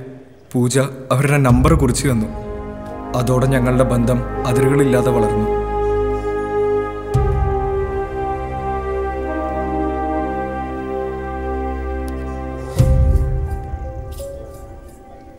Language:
Malayalam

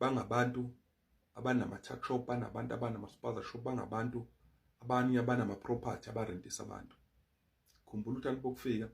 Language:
Zulu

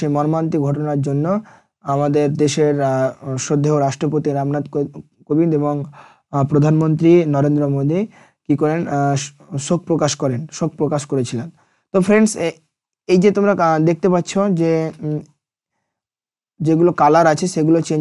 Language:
Bangla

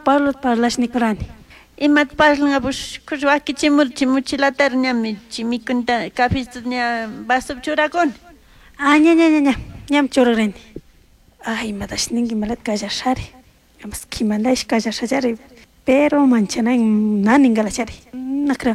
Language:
Chimborazo Highland Quichua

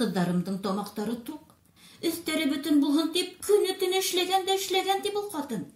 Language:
Bashkir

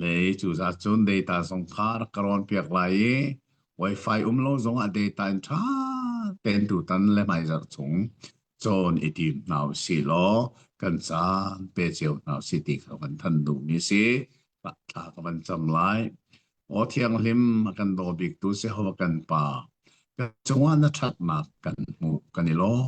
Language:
Hakha Chin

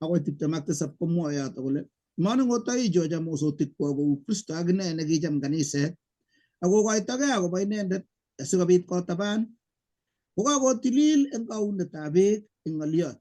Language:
Kalenjin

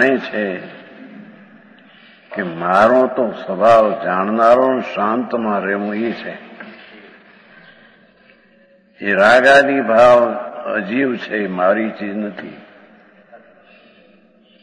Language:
Gujarati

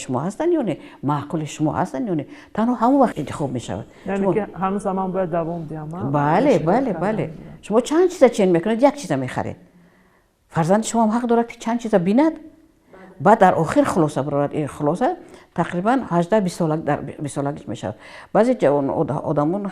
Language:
Tajik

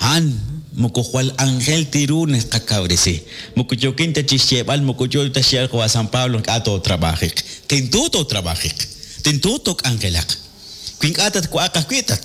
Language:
Kekchí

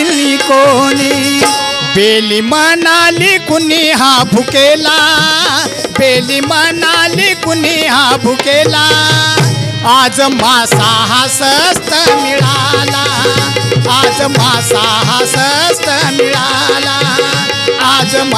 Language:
Marathi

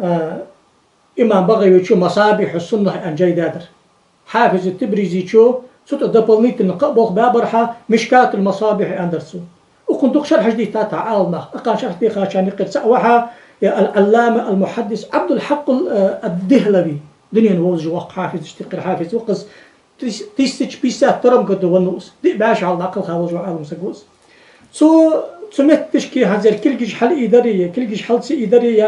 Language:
Ingush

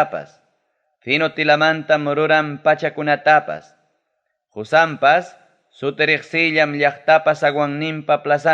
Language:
Ayacucho Quechua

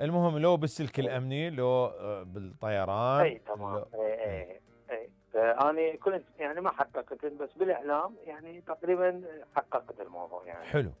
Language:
Mesopotamian Arabic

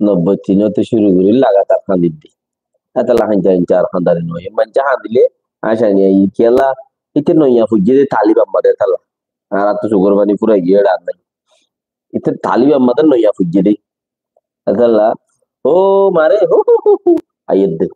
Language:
Rohingya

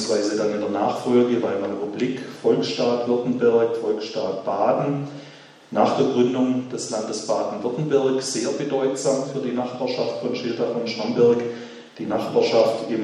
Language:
German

